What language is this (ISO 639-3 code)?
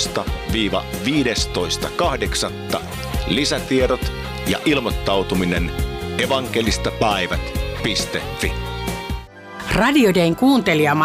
fin